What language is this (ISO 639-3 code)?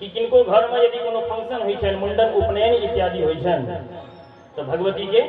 mai